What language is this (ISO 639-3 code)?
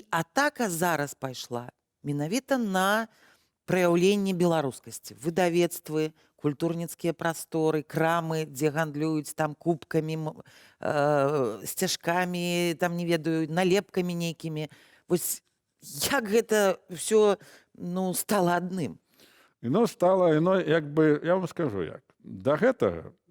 bel